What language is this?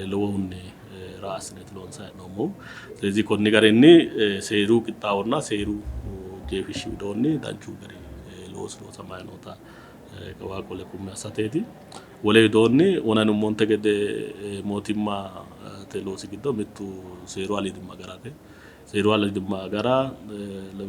Sidamo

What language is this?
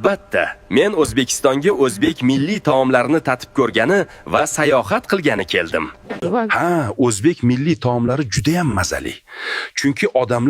Uzbek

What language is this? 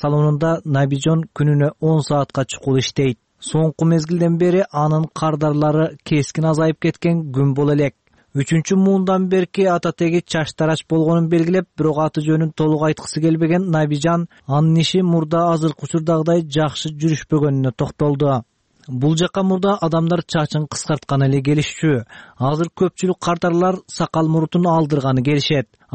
Kyrgyz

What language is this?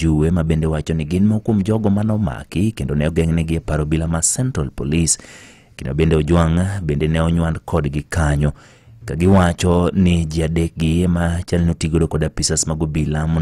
Luo (Kenya and Tanzania)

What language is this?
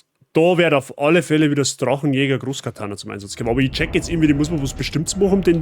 Bavarian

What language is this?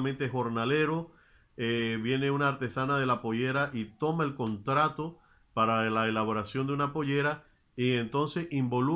Spanish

